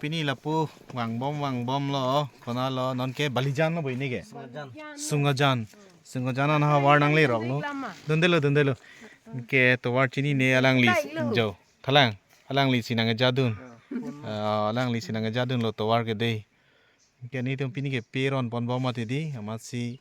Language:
Karbi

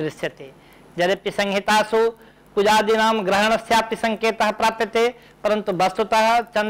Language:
Sanskrit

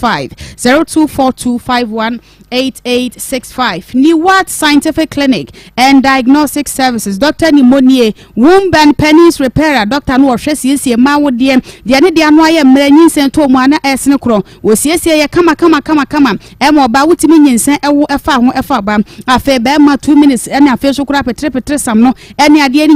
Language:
Akan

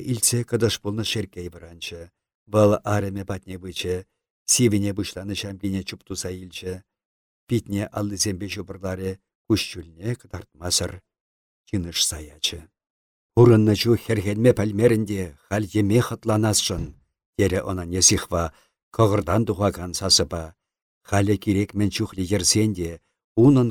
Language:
Chuvash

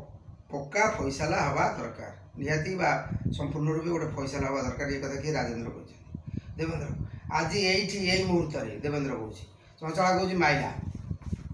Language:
Odia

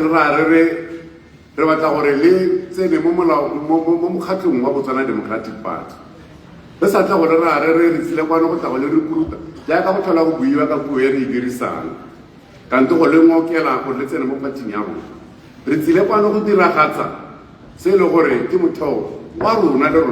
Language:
Tswana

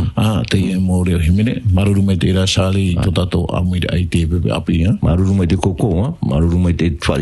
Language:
Tahitian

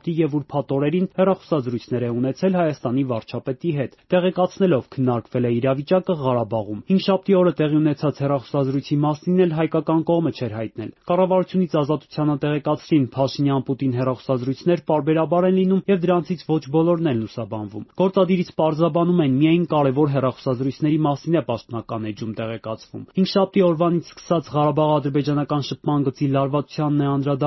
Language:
Armenian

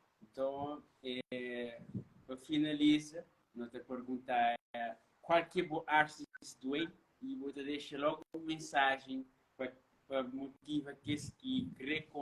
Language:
Kabuverdianu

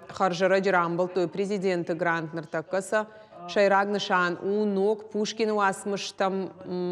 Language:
Ossetic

